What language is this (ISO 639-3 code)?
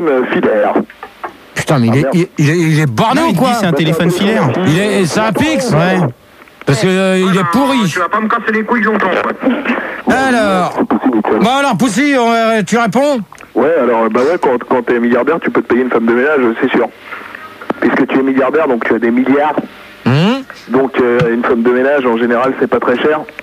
fra